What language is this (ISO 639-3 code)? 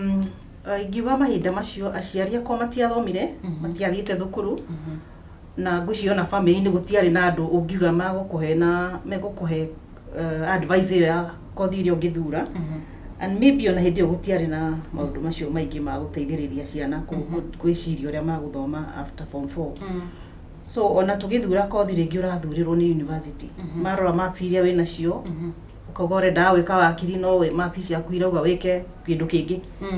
kik